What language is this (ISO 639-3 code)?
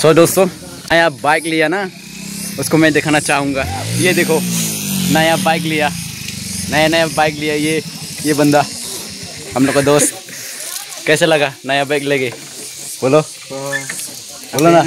dis